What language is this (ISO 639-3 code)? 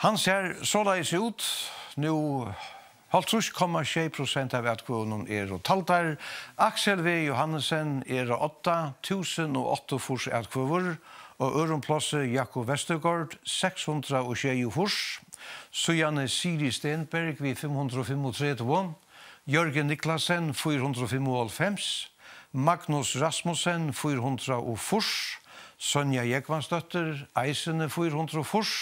fao